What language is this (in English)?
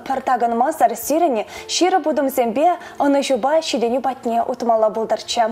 Chuvash